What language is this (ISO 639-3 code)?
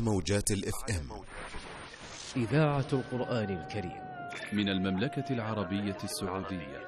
ara